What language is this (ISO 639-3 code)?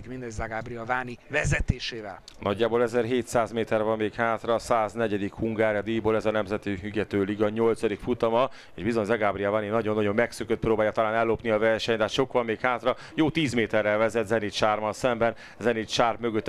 hun